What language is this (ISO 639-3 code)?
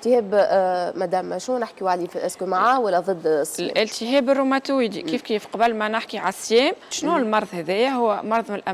aeb